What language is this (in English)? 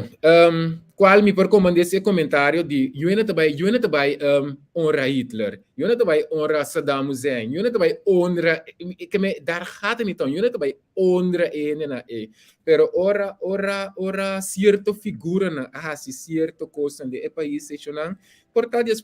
Papiamento